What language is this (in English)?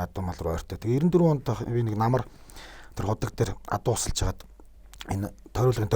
Mongolian